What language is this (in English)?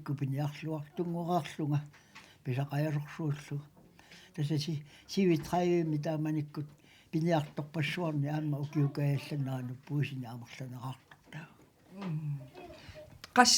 Kalaallisut